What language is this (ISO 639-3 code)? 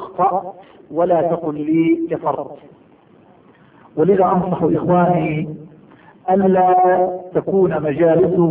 ara